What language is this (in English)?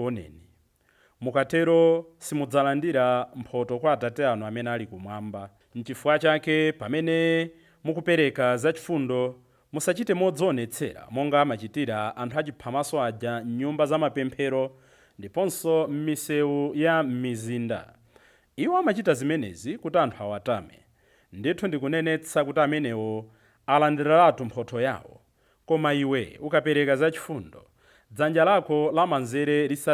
Nyanja